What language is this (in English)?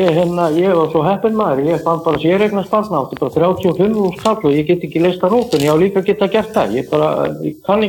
Icelandic